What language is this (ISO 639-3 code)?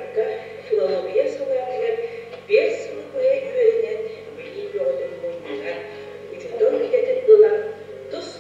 sah